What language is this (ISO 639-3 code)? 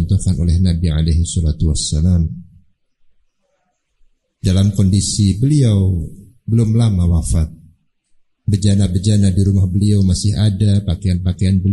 ind